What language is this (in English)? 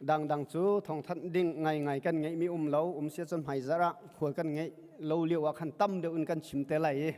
Hakha Chin